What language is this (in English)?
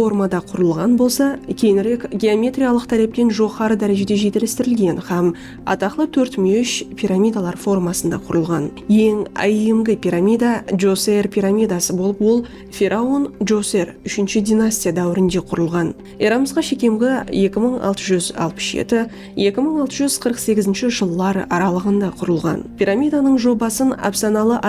Kara-Kalpak